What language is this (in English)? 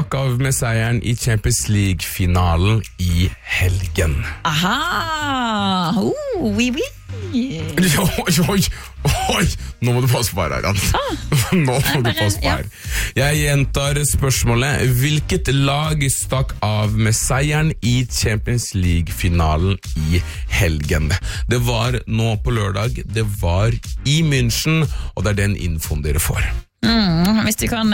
Norwegian